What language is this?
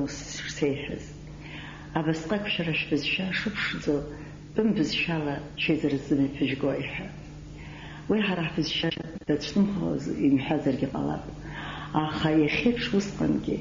Abkhazian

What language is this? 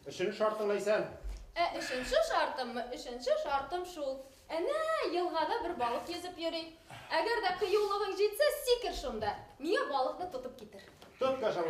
Bashkir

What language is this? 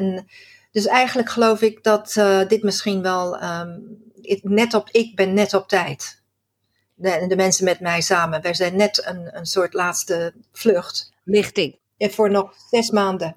Dutch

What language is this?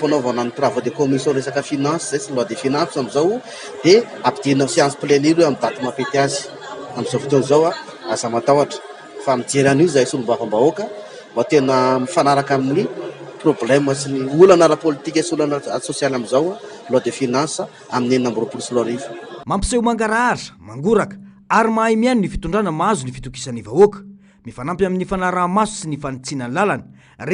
Malagasy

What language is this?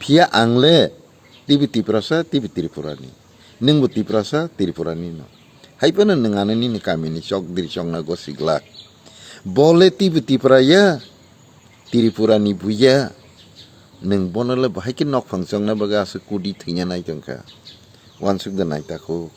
Kok Borok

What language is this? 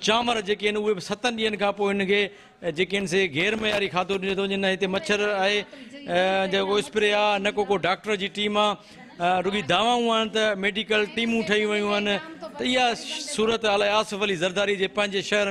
Sindhi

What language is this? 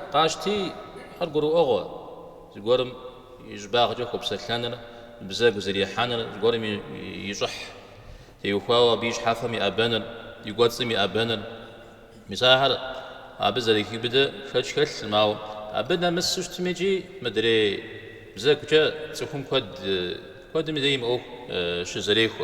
Kabardian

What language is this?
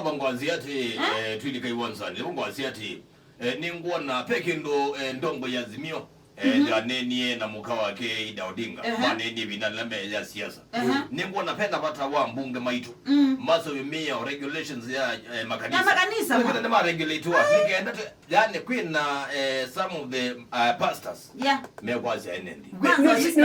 Kamba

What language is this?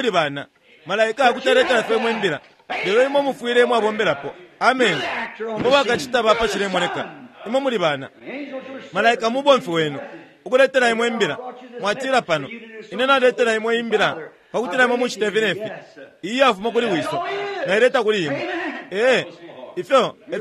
Bemba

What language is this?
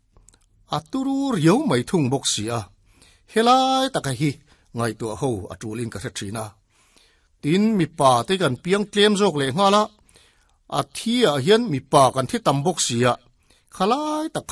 Mizo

